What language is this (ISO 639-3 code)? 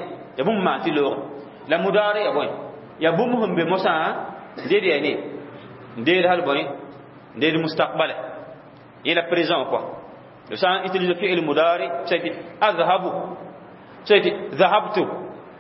mos